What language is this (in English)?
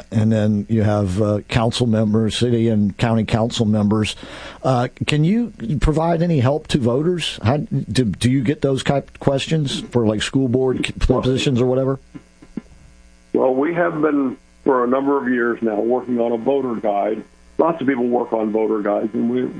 English